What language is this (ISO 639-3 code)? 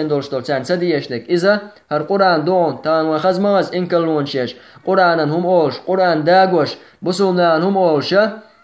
che